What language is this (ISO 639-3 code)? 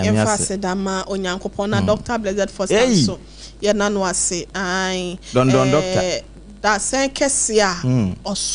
aka